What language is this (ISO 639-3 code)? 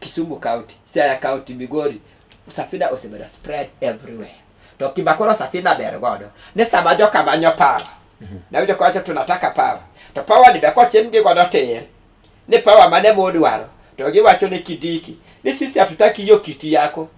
luo